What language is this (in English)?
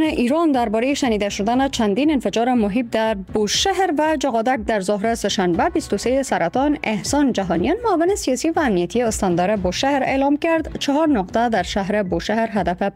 Persian